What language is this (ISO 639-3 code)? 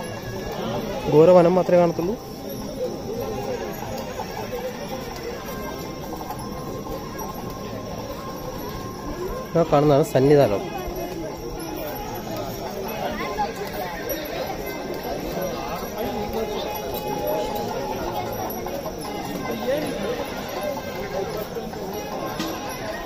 mal